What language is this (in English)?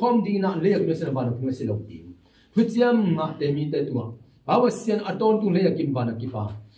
Tedim Chin